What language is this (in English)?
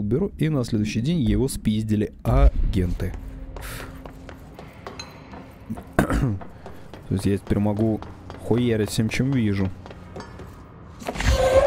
Russian